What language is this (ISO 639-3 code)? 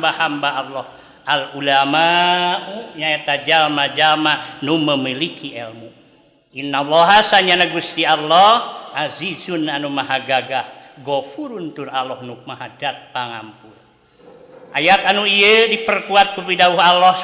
sun